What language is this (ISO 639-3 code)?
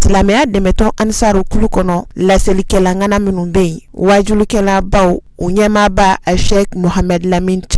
bam